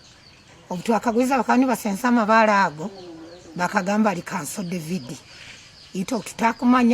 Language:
Nyankole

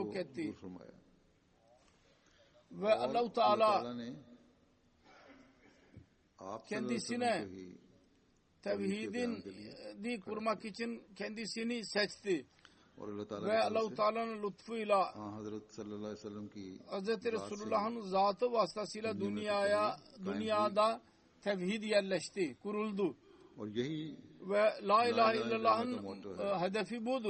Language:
Turkish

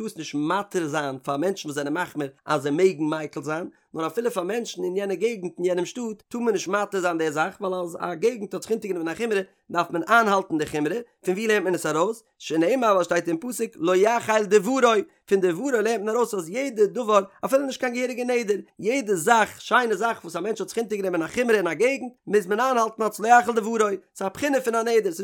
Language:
Yiddish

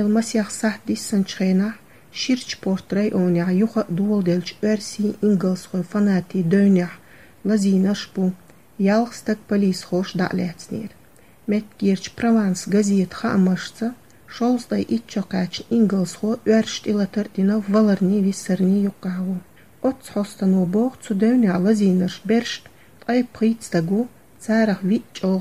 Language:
Chechen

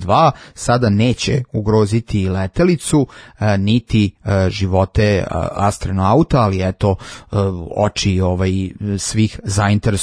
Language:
Serbian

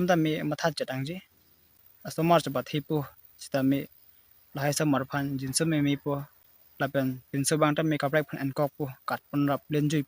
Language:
Karbi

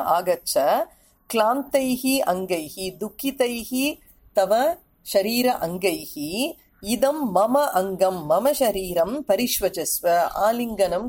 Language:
Sanskrit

